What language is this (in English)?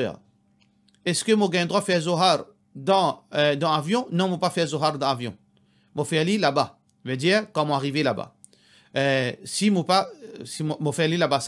Morisyen